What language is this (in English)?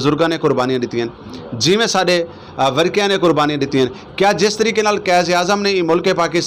Saraiki